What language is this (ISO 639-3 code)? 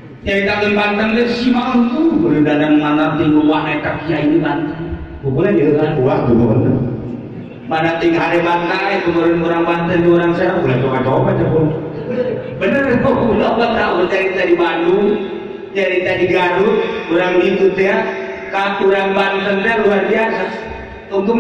sun